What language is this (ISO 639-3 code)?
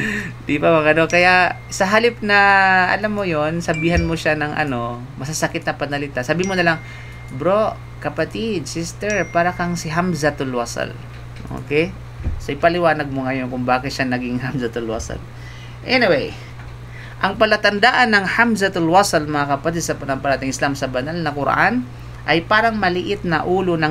fil